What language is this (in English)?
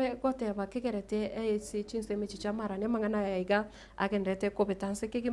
Gusii